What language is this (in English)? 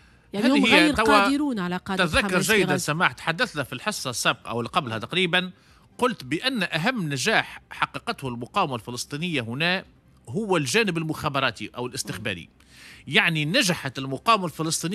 Tunisian Arabic